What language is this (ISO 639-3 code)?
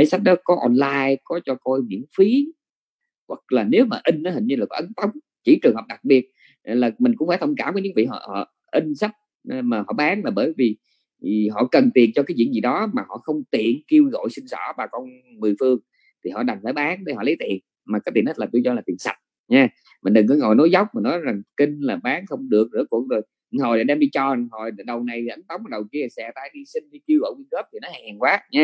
vie